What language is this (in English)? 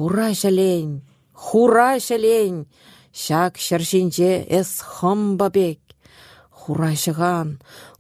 Chuvash